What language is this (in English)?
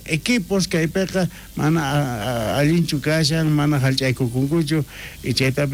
South Bolivian Quechua